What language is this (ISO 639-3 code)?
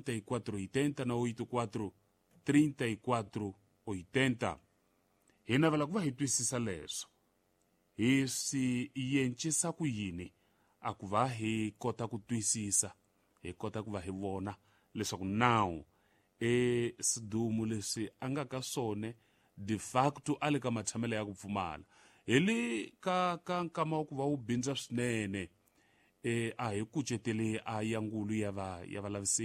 tso